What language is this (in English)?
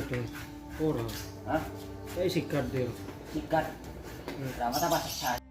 Madurese